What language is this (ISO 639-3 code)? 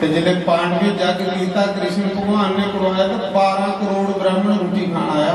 doi